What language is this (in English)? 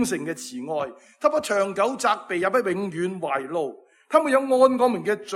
Cantonese